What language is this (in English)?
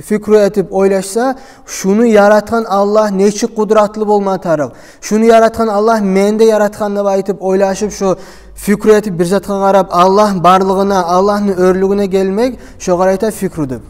Kumyk